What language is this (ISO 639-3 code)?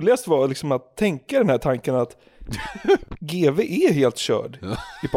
swe